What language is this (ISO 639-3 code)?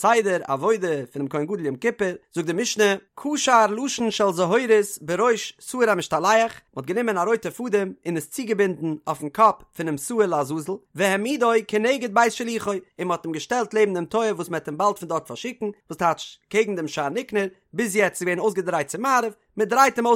yid